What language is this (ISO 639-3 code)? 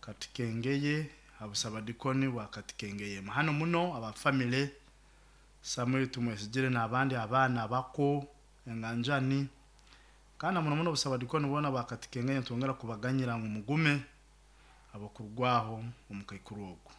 nyo